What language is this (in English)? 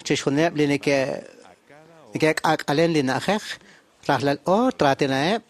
Kekchí